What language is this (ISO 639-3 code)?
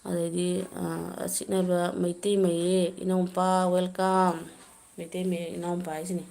mni